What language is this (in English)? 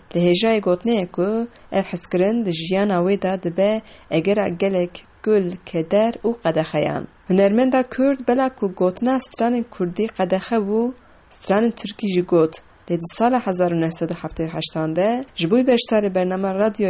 Kurdish